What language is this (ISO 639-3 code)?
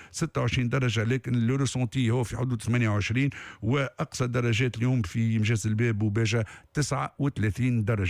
aeb